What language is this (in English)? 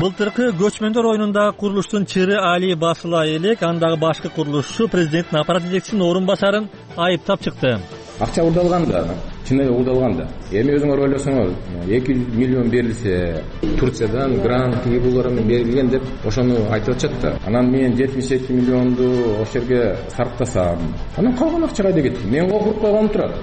Kyrgyz